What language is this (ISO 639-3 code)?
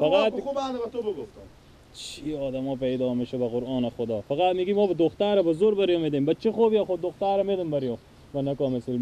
fas